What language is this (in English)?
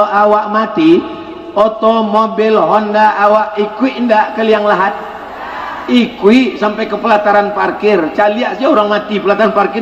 Minangkabau